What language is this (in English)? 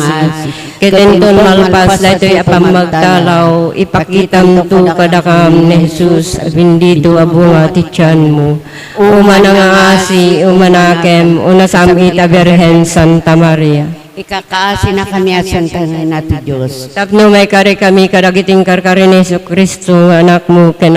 Iloko